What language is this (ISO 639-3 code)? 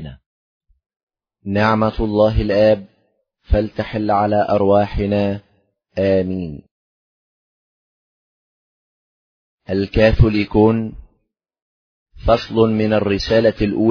ara